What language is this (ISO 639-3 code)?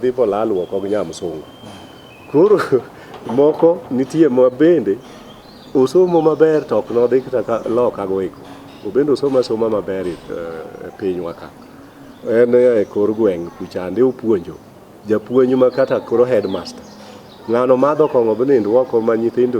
luo